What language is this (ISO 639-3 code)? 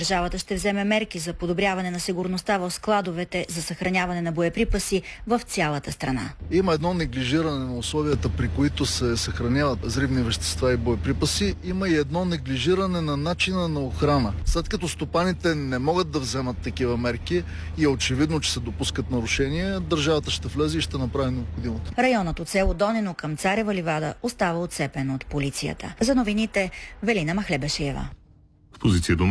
bul